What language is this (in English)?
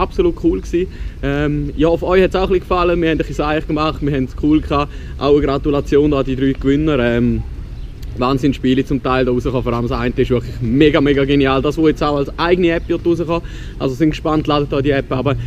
Swiss German